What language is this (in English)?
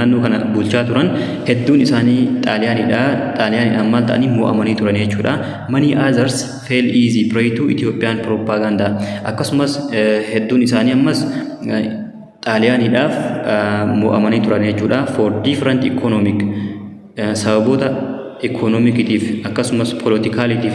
Oromo